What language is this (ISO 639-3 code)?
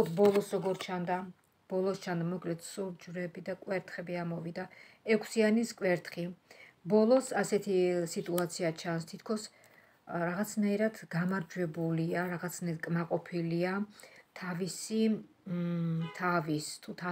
kat